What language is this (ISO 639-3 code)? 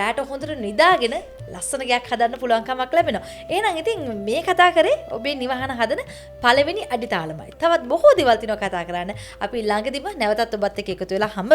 sin